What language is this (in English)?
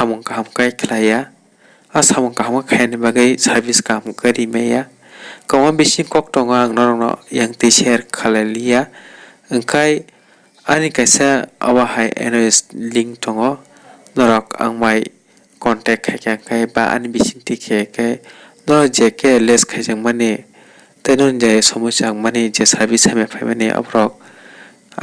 Kok Borok